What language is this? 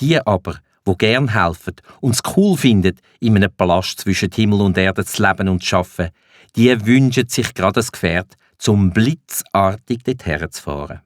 Swiss German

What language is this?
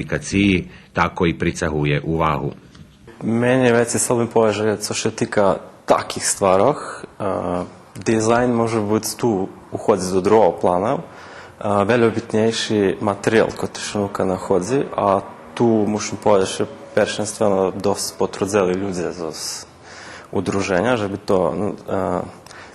Rusyn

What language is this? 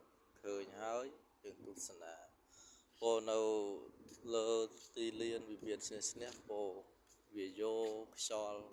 Khmer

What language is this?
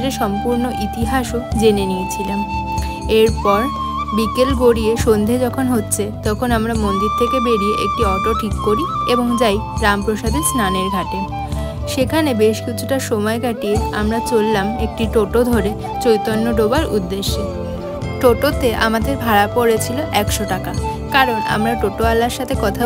Bangla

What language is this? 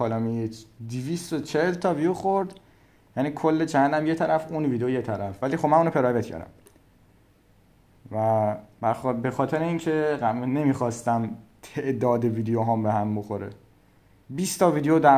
Persian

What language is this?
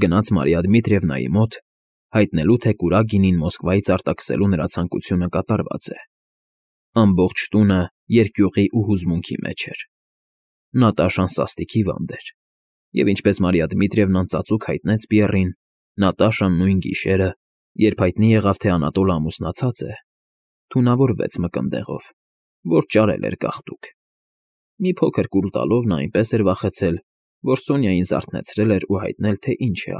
Armenian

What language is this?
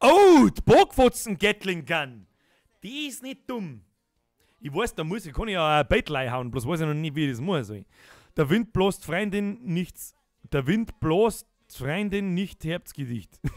Bavarian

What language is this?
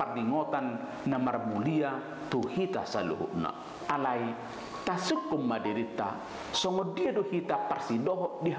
Batak Toba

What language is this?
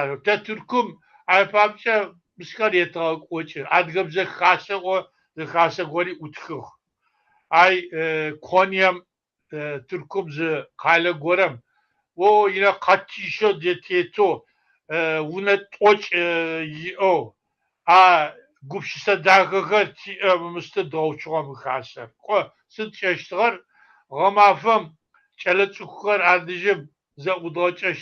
Kabardian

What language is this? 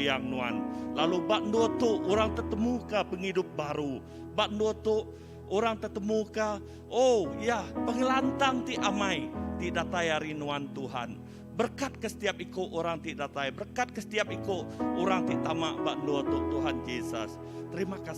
Iban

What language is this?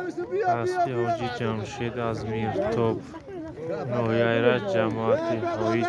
Tajik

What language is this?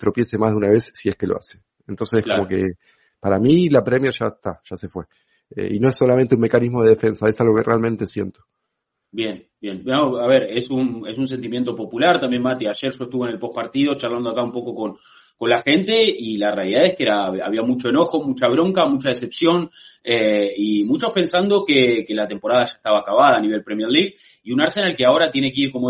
Spanish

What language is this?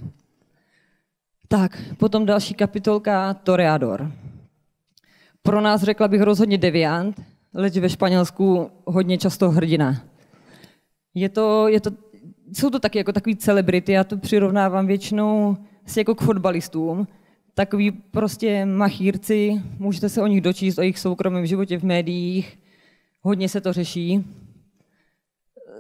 Czech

